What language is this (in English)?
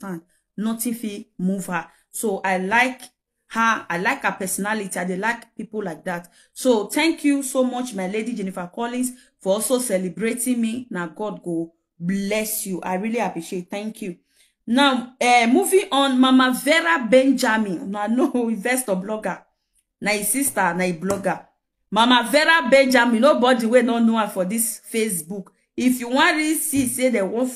Nigerian Pidgin